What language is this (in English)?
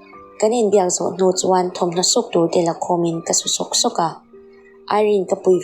Mizo